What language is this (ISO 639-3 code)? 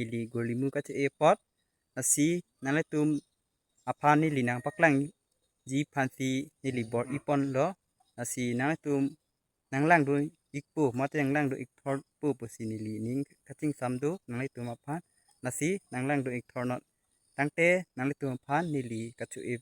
mjw